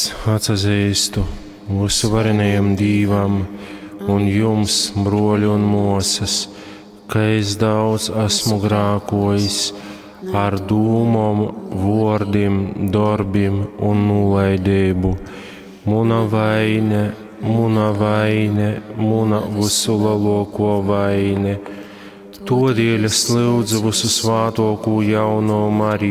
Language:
Latgalian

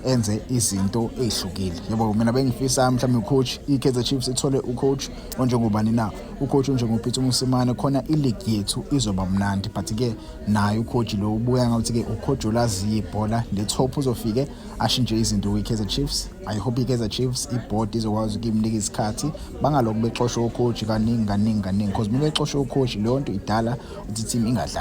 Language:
Zulu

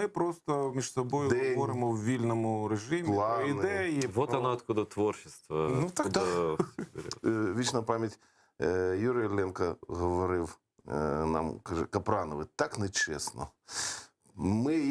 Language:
Crimean Tatar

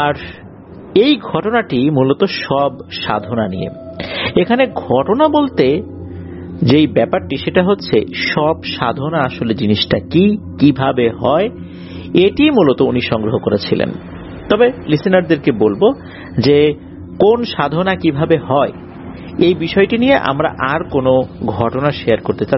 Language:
Bangla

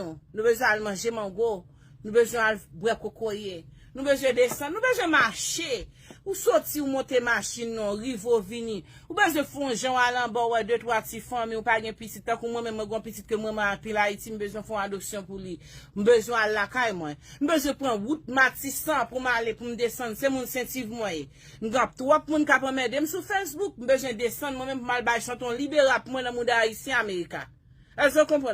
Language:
Haitian Creole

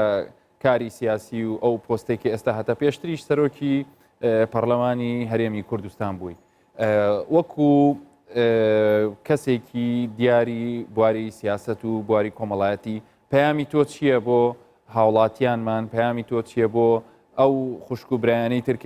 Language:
Central Kurdish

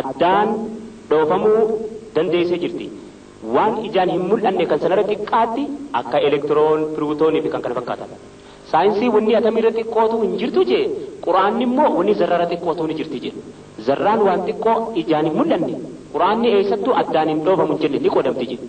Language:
Oromo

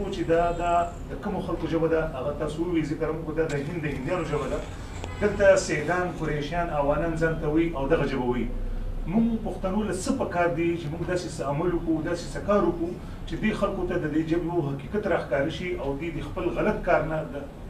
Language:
Pashto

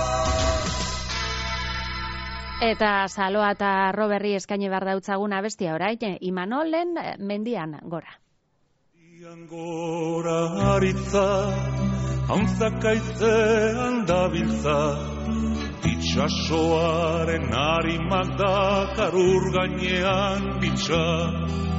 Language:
Basque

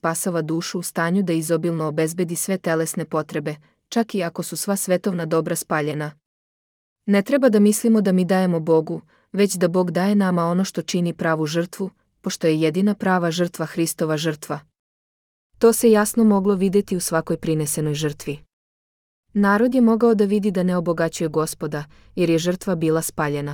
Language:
Serbian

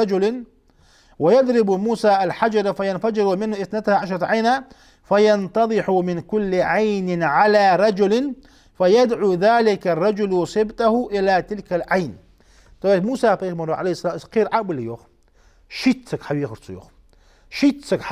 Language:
Ingush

